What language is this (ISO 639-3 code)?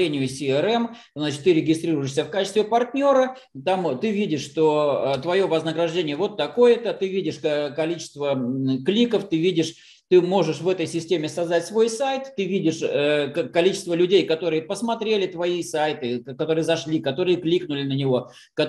rus